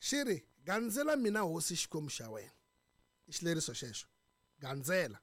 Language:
Tsonga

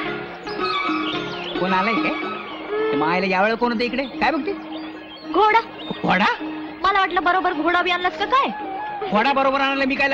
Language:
Marathi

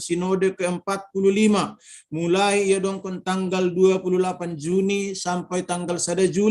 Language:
Batak Simalungun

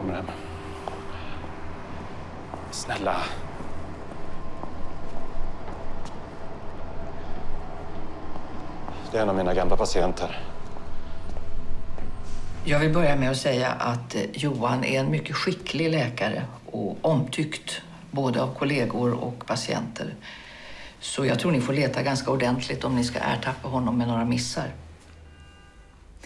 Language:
Swedish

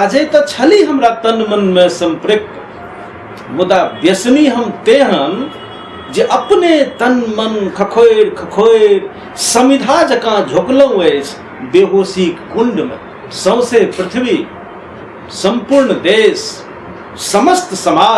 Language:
Maithili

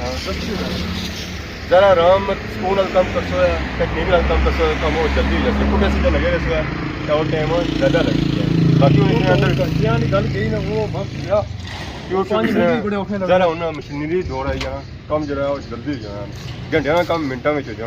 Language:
Pahari-Potwari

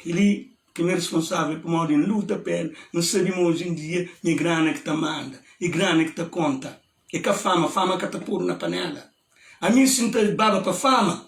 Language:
Kabuverdianu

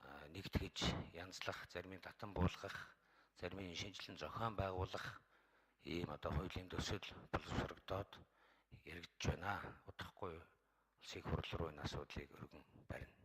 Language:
Mongolian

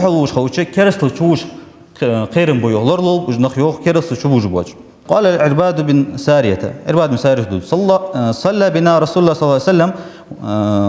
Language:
Ingush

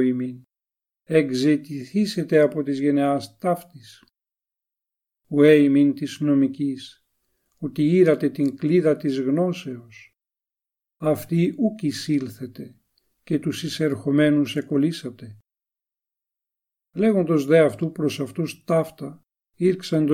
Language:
Ancient Greek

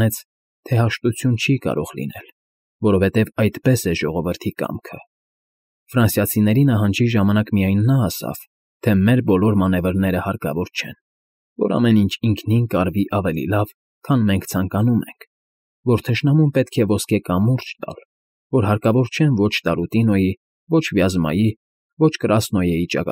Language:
Armenian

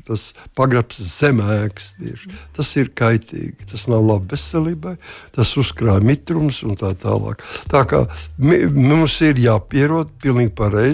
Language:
Latvian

